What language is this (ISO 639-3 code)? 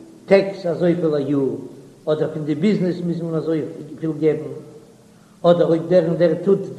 yid